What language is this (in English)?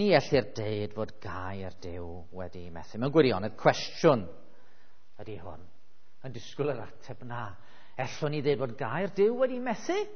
Welsh